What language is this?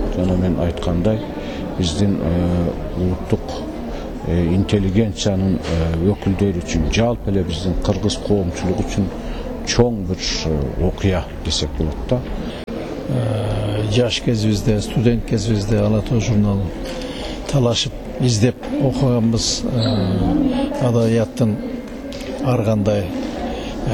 Kyrgyz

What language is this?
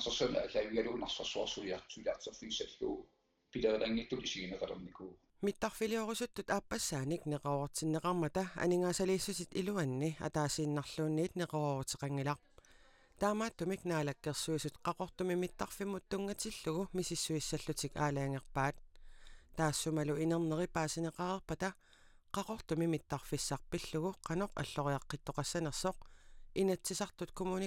Kalaallisut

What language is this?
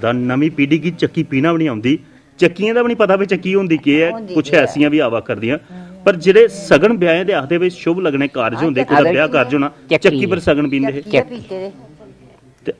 Dogri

